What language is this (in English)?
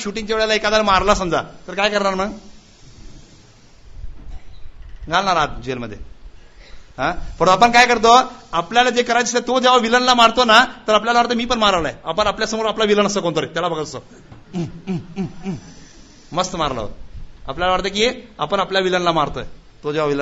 Marathi